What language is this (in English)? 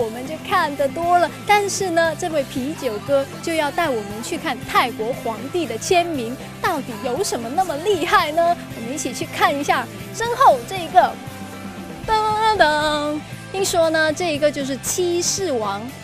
Chinese